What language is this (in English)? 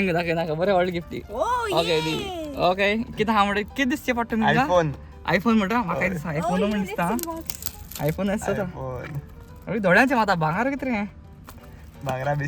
Konkani